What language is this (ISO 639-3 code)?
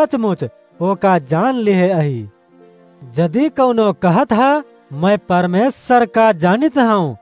awa